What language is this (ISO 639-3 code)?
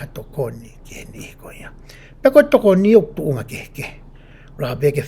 ton